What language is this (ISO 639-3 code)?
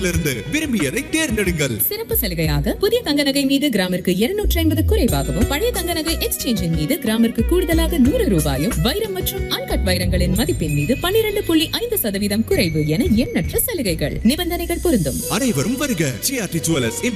tam